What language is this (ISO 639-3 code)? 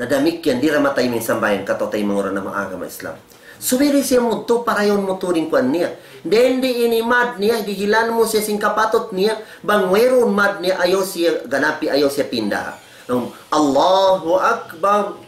tsg